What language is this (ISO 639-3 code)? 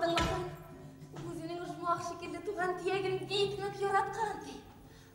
bak